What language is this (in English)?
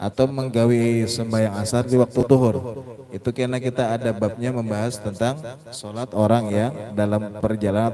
Banjar